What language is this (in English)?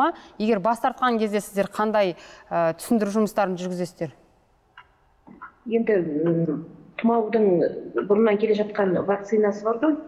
Kazakh